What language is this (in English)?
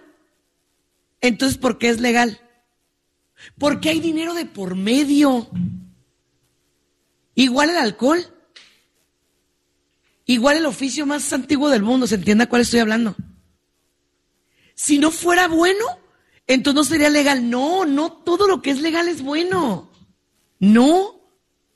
Spanish